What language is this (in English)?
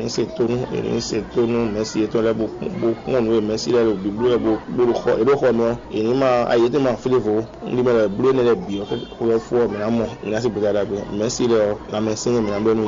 Fon